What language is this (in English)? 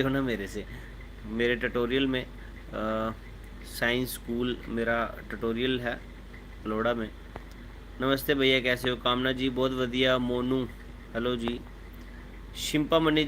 Dogri